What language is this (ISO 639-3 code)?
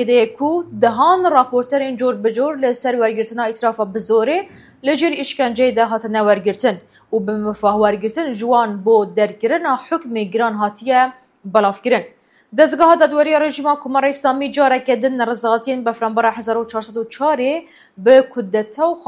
kur